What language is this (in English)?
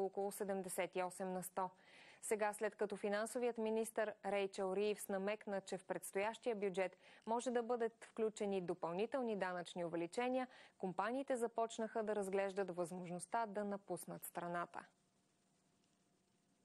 Bulgarian